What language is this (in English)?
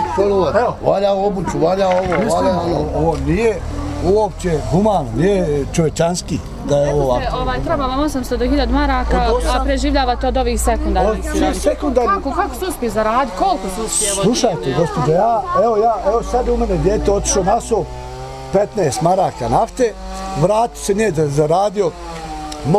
Bosnian